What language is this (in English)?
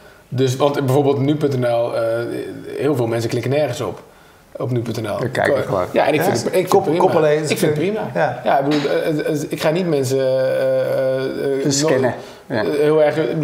Dutch